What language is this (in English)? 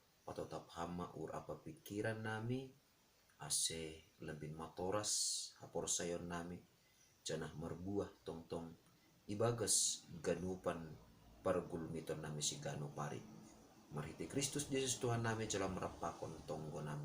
Batak Simalungun